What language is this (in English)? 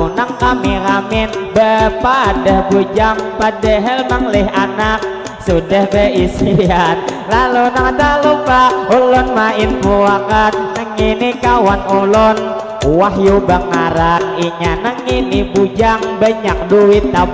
Banjar